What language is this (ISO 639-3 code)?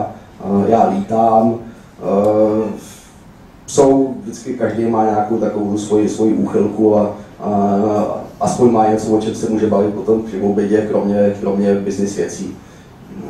ces